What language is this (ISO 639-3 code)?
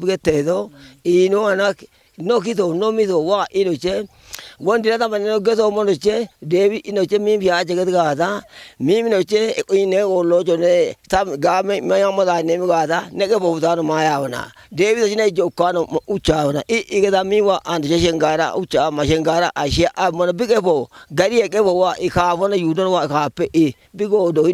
kbr